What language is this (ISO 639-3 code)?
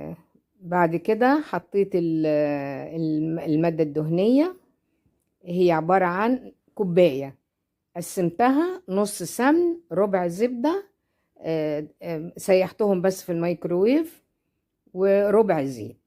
arz